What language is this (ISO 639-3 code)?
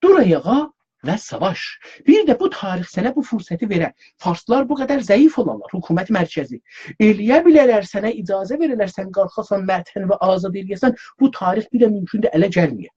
azb